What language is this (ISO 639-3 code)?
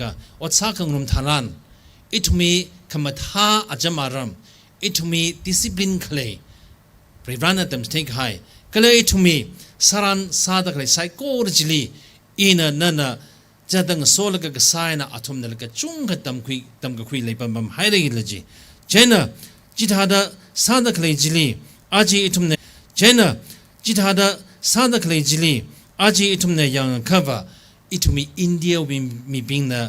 nmf